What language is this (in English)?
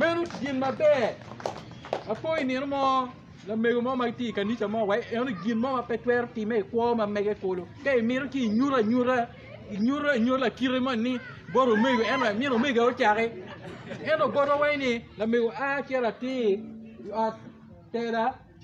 Acoli